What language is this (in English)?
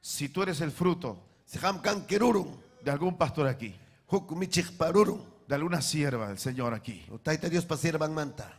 Ayacucho Quechua